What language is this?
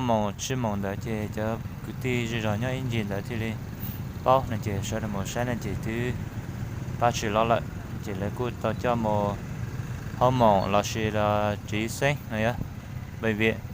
Hmong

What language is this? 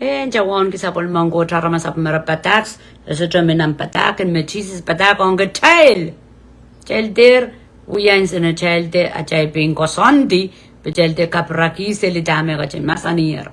Pohnpeian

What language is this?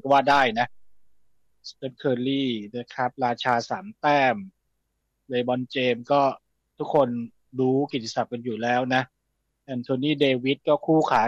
Thai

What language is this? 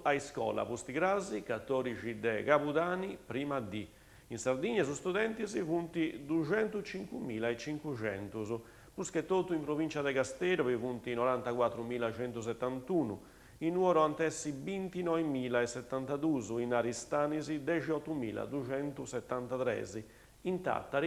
Sardinian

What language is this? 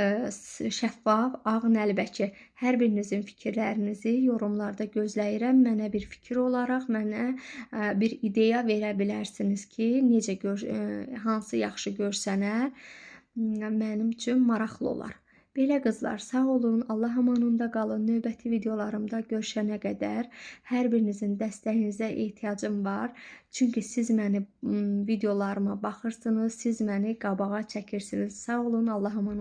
Azerbaijani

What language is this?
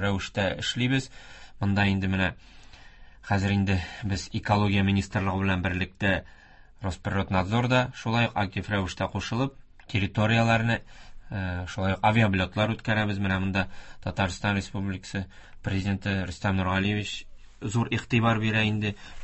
Tatar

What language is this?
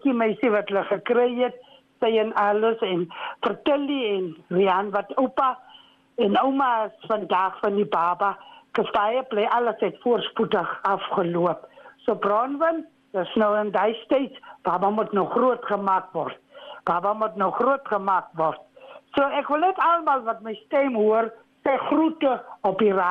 Afrikaans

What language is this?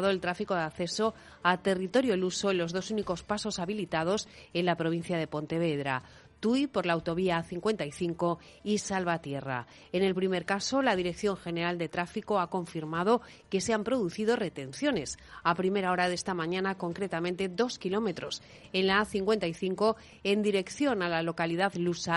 Spanish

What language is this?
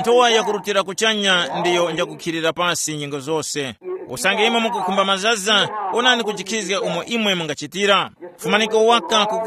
Tumbuka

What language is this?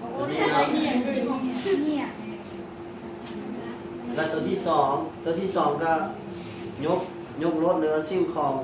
Lao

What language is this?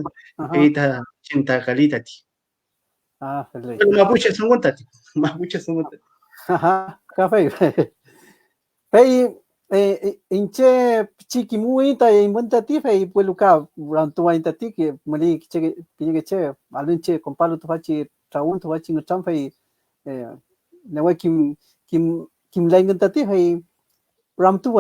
Mapuche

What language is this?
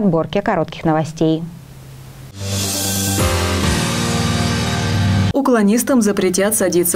Russian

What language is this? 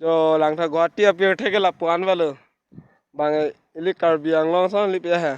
Karbi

